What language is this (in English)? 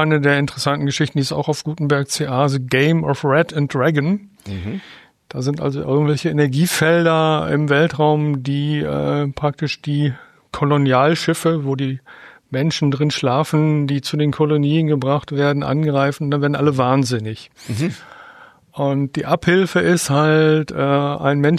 German